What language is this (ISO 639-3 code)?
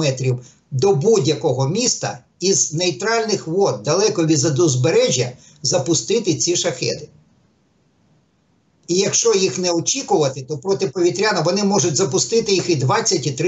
ukr